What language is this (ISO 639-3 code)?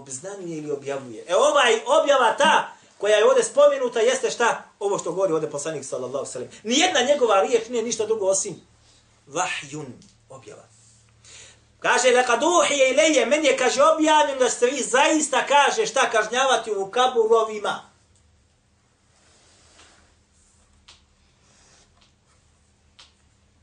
bos